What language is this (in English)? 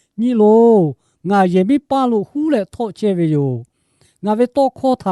Lahu